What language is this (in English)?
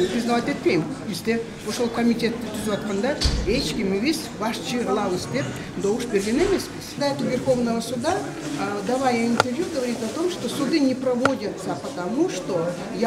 Kyrgyz